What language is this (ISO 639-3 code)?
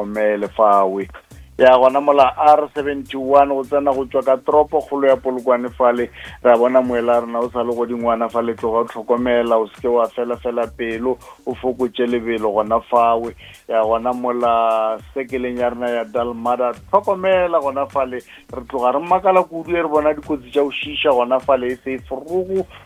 nso